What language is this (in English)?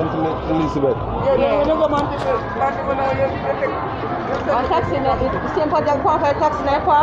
Jamaican Creole English